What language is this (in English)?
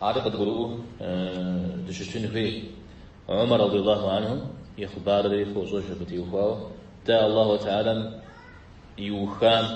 Kabardian